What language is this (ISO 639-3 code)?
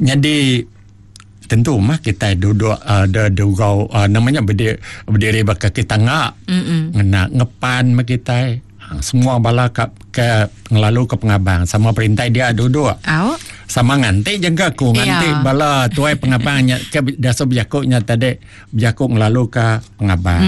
iba